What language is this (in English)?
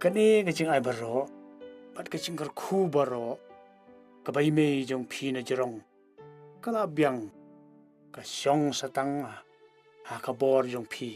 Khasi